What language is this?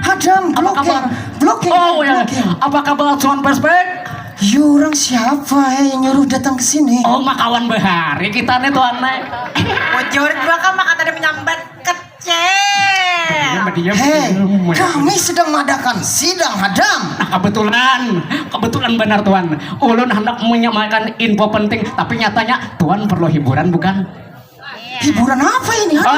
Banjar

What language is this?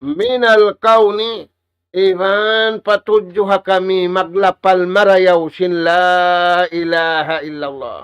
Tausug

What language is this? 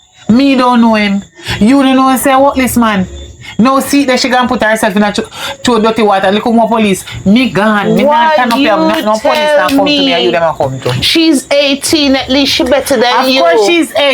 Jamaican Creole English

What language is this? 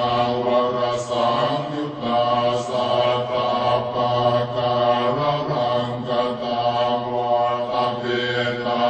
Pali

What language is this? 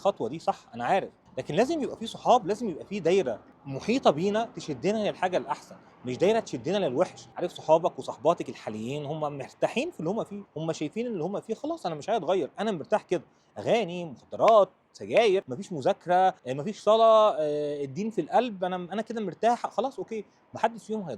Egyptian Arabic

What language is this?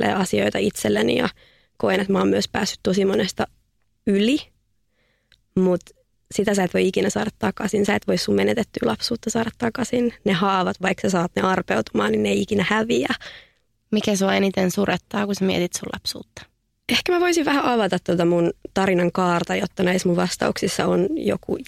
Finnish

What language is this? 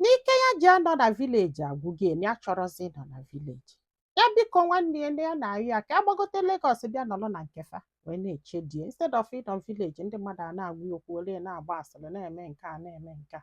Igbo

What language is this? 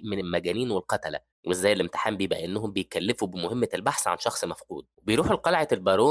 Egyptian Arabic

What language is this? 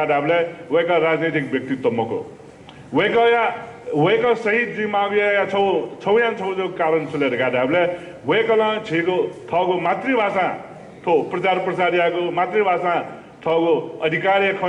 Newari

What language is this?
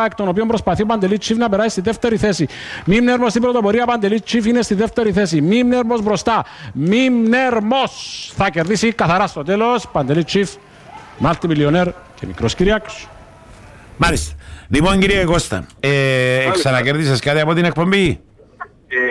Greek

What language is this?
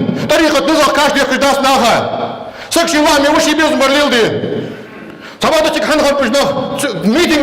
Ingush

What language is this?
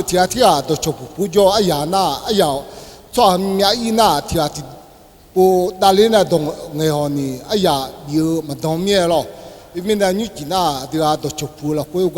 Akha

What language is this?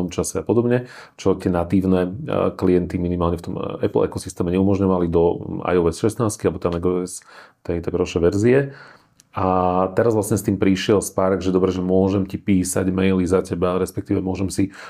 Slovak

